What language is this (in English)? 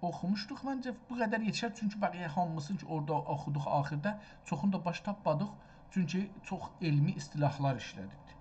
South Azerbaijani